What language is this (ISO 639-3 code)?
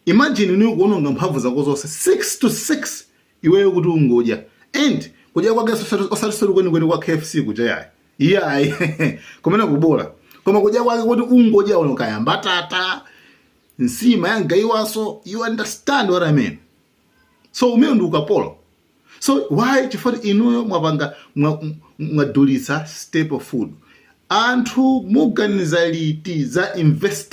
nya